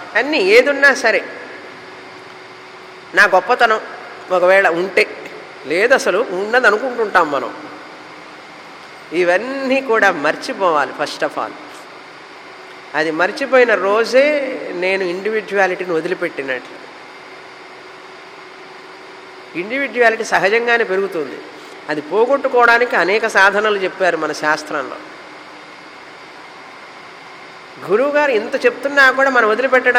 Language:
Telugu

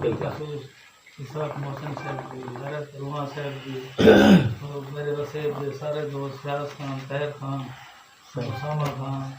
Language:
Saraiki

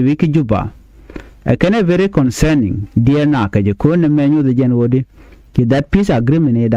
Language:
Nuer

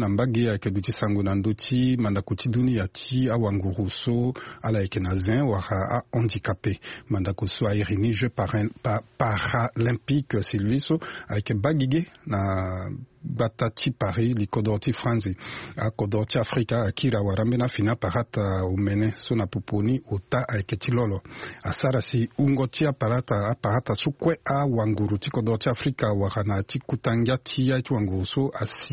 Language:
Sango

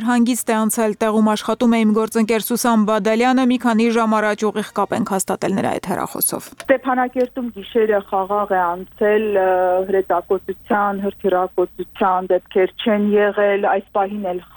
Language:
Armenian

